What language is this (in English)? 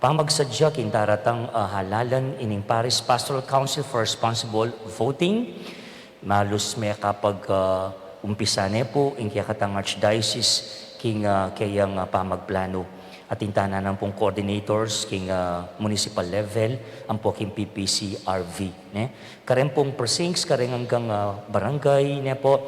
Pampanga